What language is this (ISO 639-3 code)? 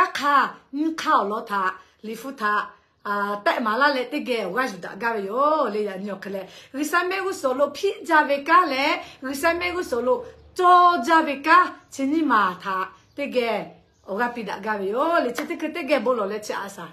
lhu